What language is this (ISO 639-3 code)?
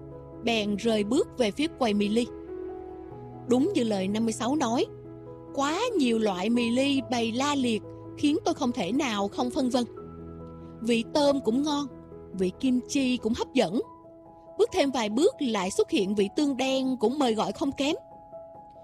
vie